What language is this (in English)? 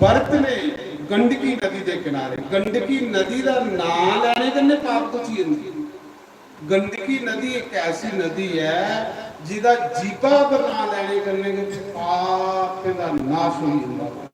Dogri